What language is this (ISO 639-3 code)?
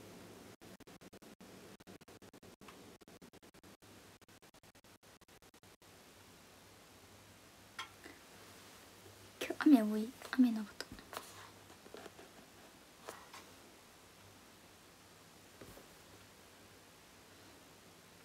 jpn